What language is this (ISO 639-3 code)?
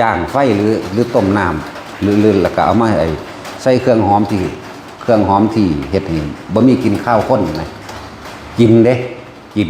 tts